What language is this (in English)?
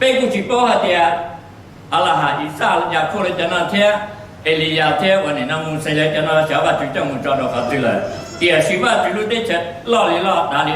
Hmong